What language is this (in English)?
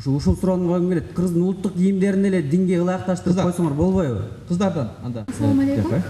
Kyrgyz